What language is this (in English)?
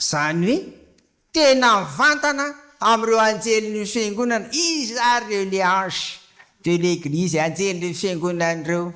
Malagasy